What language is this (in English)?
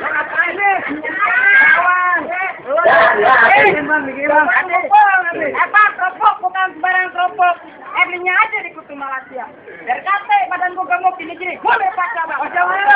Betawi